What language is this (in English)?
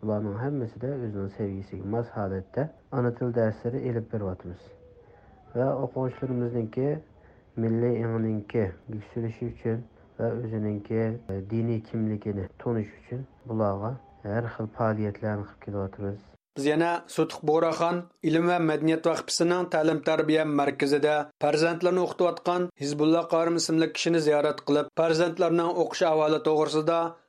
Uyghur